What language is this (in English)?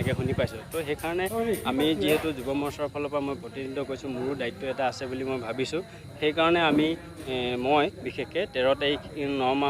Assamese